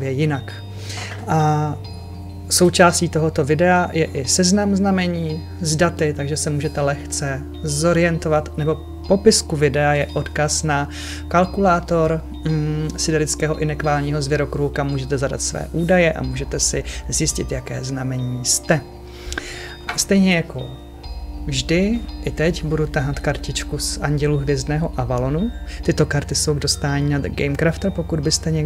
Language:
Czech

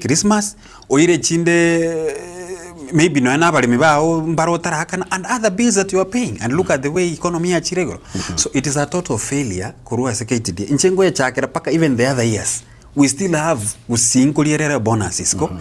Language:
Gusii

